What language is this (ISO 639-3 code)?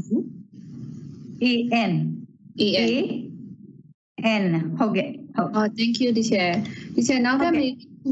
mya